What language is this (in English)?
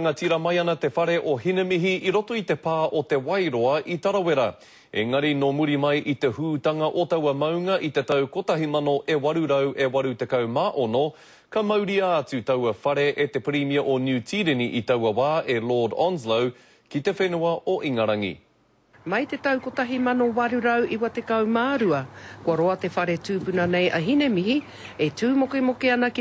Māori